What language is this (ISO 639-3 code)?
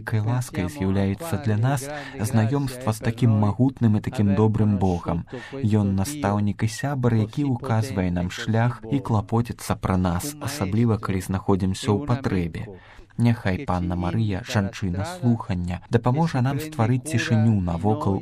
bel